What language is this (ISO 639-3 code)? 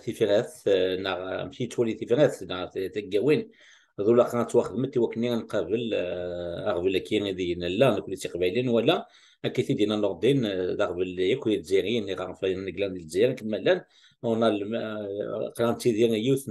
kab